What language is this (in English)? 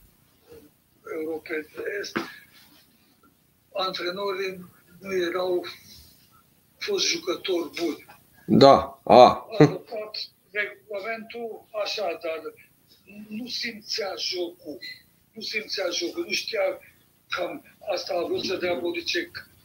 Romanian